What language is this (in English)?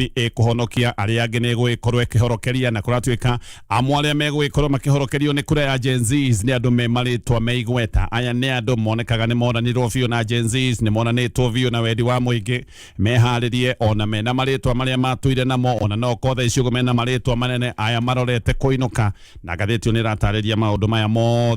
Kikuyu